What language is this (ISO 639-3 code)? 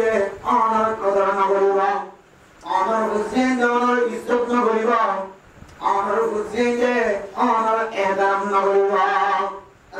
rhg